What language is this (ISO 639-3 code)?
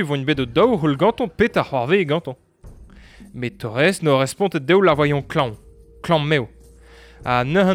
bre